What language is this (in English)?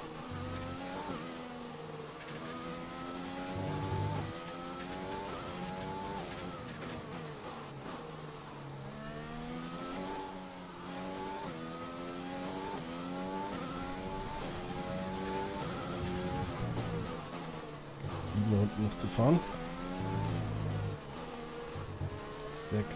German